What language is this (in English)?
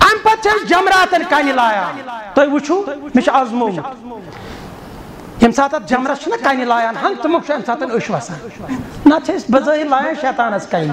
Kashmiri